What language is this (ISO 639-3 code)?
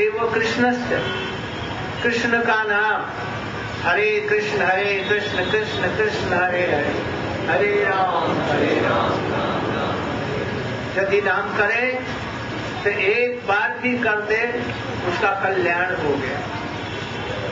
hin